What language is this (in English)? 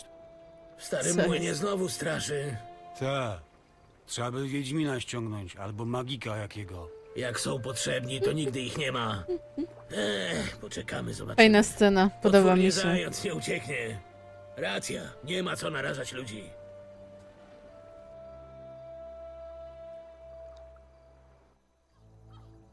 Polish